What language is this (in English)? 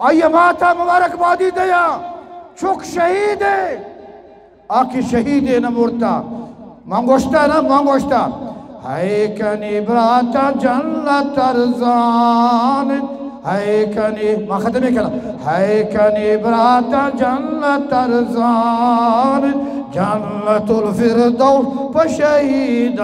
Eastern Balochi